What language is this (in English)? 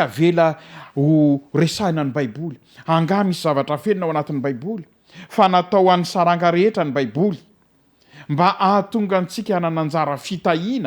Malagasy